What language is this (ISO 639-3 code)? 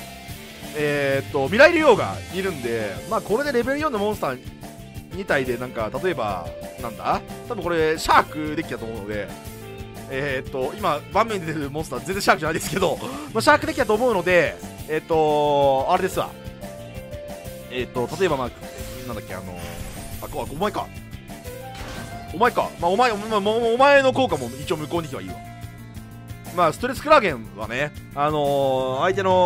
jpn